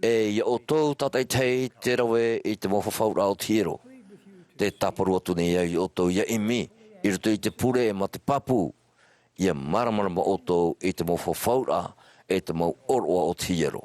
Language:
Tahitian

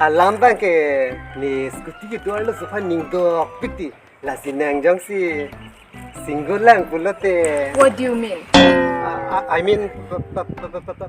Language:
Karbi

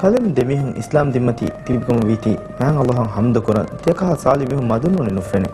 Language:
Divehi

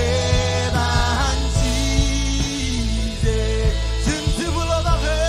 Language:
Marshallese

